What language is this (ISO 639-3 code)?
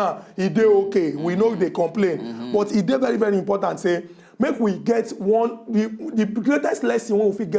pcm